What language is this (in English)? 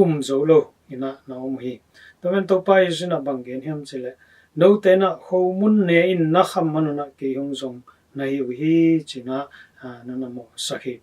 Tedim Chin